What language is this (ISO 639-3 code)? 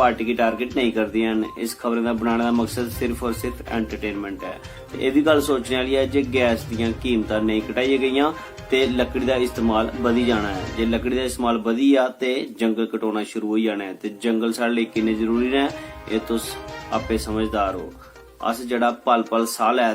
doi